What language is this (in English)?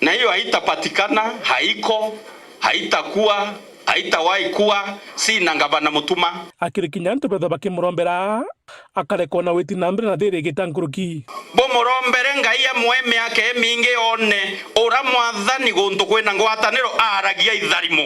Meru